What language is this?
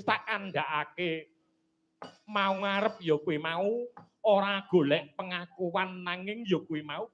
Javanese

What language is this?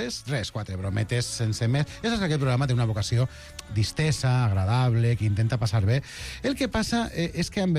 Catalan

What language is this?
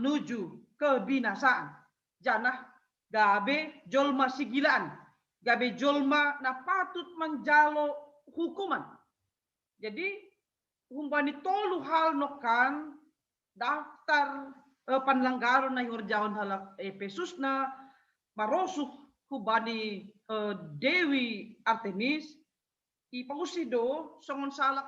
Batak Simalungun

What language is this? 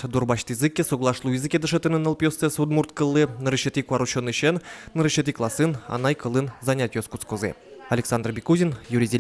Udmurt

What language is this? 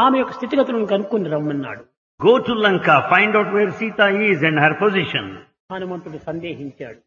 Telugu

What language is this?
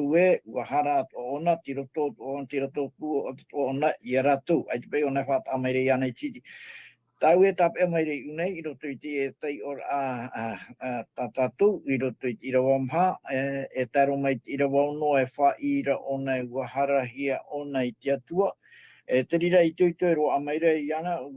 Tahitian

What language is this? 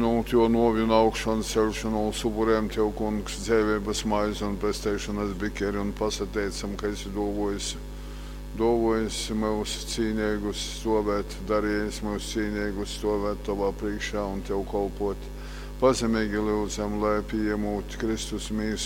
Latgalian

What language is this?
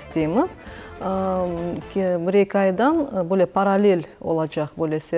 Crimean Tatar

